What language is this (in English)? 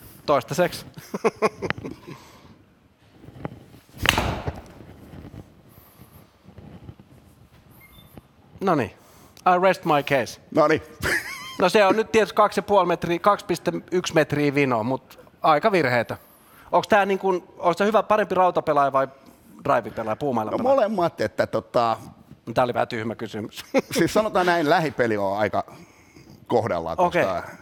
Finnish